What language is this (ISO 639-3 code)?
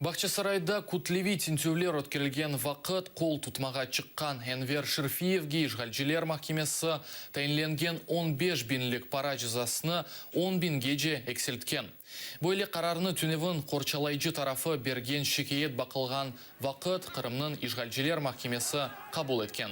crh